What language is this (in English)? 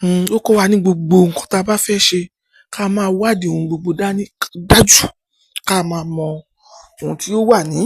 Yoruba